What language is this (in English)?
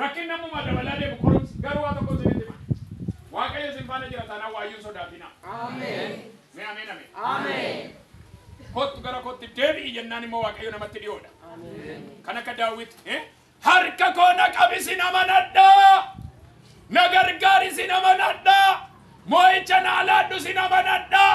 Oromo